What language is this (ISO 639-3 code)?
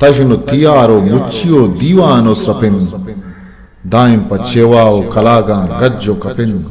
bgp